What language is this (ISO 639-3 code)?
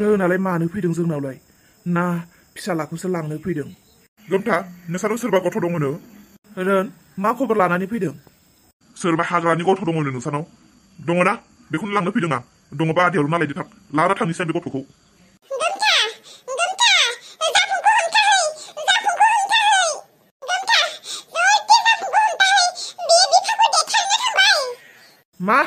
brx